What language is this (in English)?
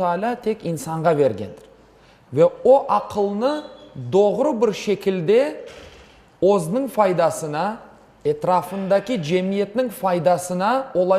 Crimean Tatar